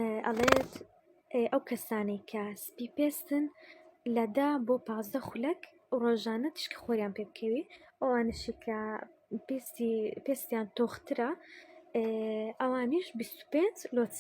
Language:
Central Kurdish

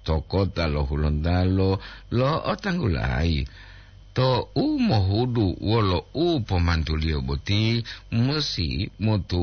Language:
Gorontalo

